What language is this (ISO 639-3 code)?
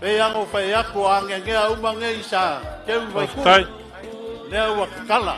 smo